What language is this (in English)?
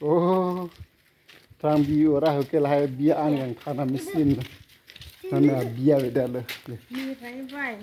Karbi